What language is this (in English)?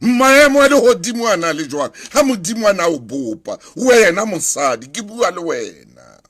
Southern Sotho